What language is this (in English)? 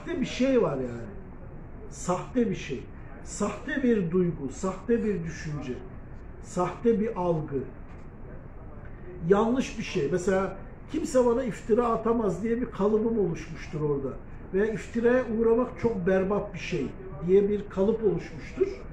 Turkish